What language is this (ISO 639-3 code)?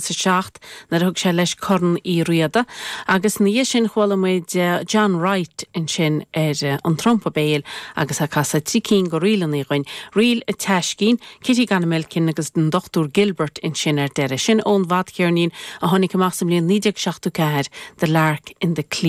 gle